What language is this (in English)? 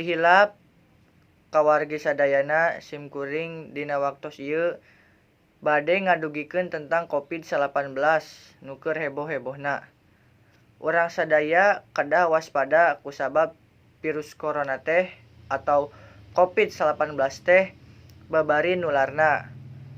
Sundanese